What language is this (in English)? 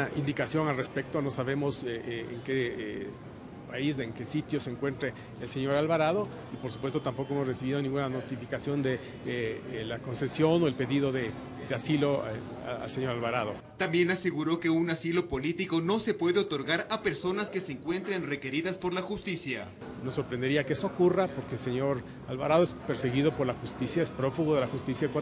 Spanish